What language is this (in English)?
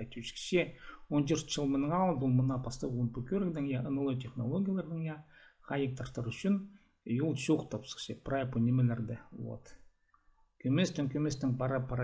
Khakas